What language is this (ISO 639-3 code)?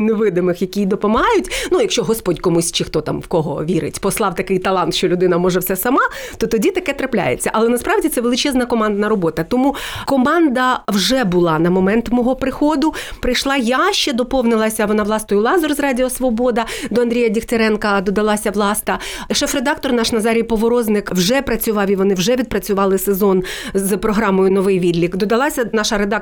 ukr